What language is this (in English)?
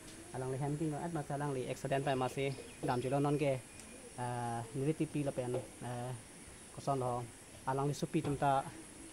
Karbi